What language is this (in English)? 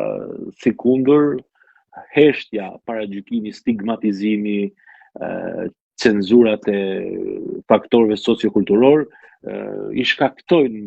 Albanian